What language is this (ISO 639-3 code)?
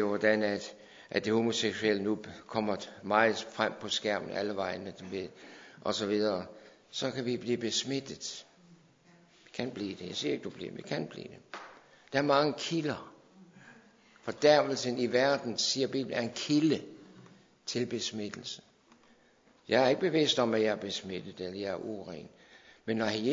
dan